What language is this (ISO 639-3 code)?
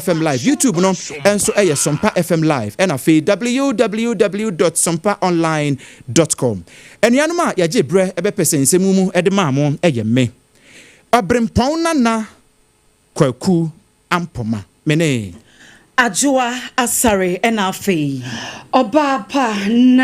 aka